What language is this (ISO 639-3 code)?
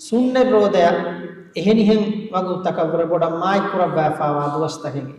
div